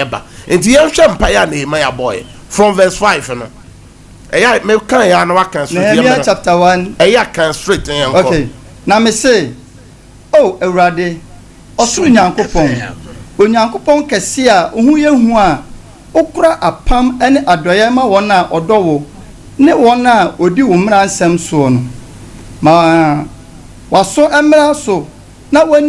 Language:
Akan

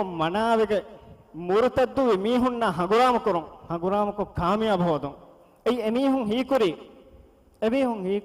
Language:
Divehi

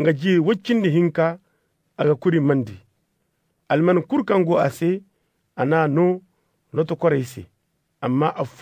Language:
Zarma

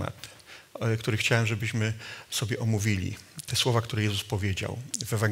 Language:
Polish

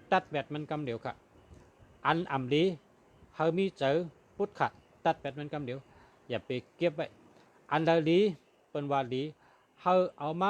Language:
Shan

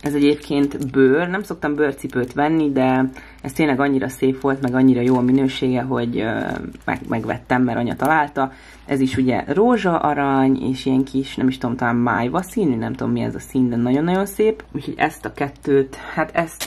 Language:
Hungarian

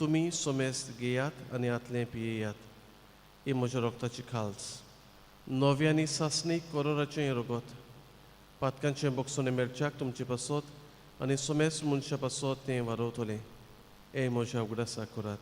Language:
Konkani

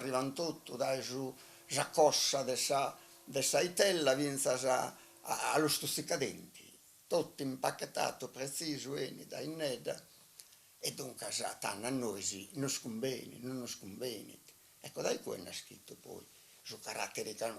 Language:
Sardinian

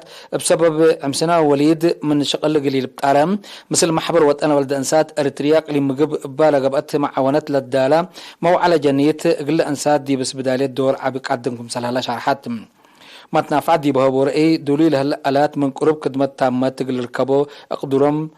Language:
Tigre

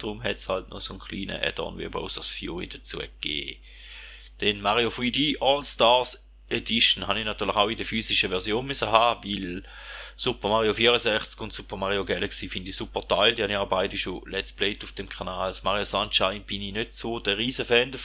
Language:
Swiss German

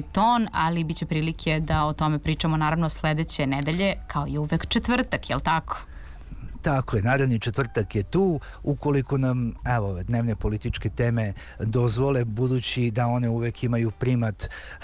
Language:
Serbian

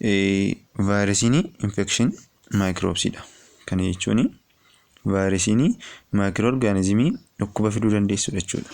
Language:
Oromo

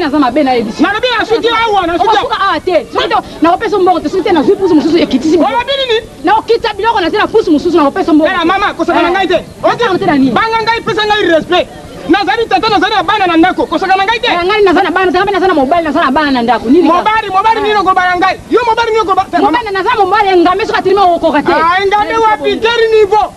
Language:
Lingala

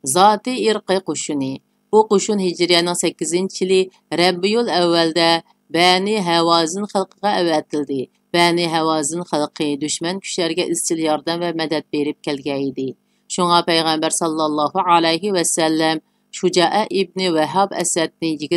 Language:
Uyghur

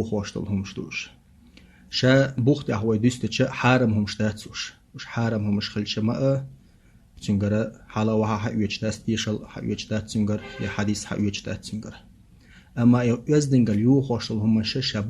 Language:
Chechen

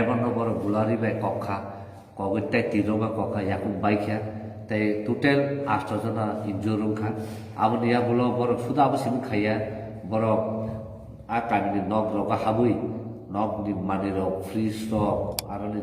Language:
Kok Borok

